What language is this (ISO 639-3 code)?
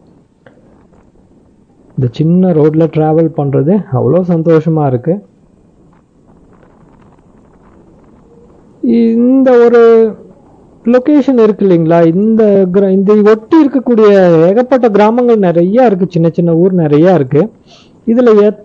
tam